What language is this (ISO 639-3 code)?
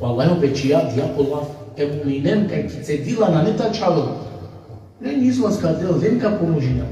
rmn